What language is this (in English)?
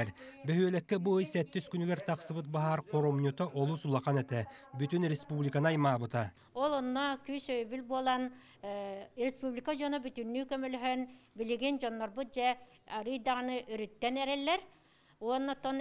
Yakut